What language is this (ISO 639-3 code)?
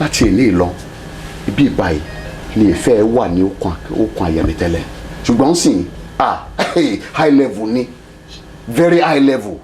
yor